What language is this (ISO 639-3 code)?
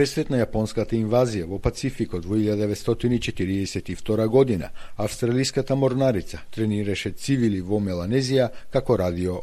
mkd